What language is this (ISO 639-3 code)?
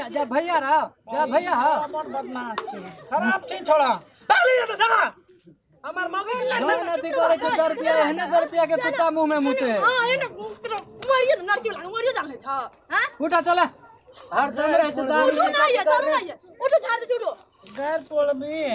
mai